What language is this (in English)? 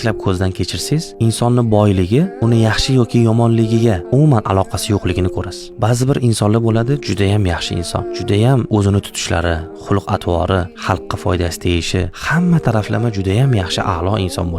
Uzbek